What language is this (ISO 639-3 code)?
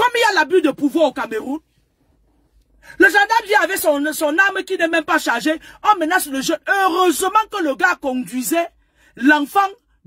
fra